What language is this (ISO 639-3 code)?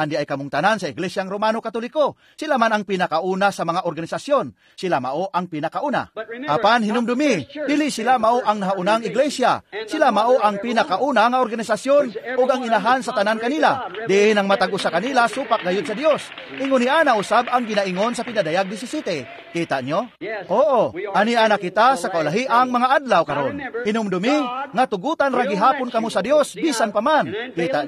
ceb